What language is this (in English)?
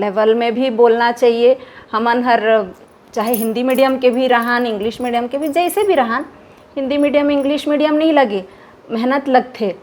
Chhattisgarhi